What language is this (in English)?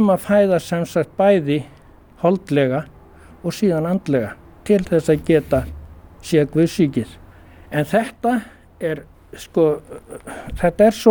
Icelandic